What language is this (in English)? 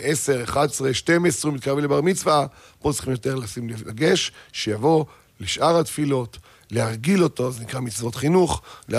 Hebrew